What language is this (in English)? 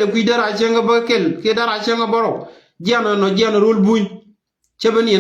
Nuer